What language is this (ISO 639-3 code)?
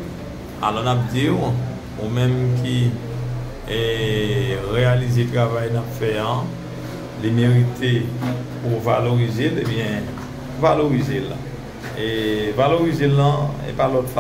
hat